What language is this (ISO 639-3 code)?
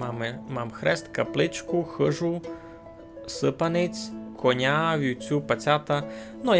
rue